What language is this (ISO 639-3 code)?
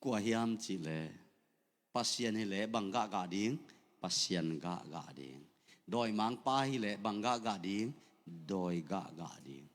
ctd